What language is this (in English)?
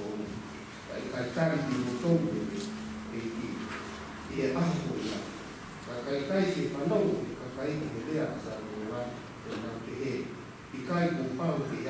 Tongan